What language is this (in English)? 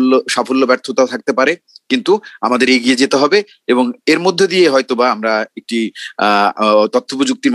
Bangla